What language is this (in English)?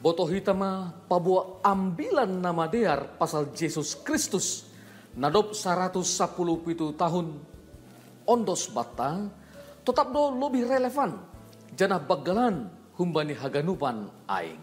Batak Simalungun